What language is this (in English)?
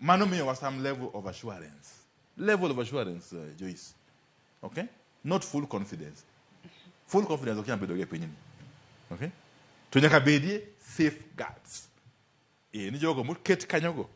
Luo (Kenya and Tanzania)